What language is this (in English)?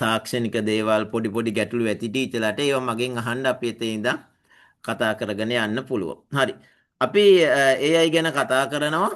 Sinhala